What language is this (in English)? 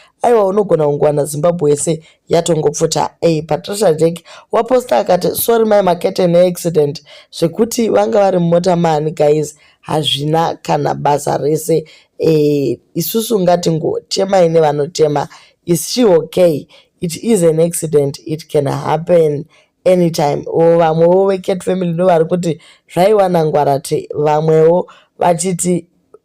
Shona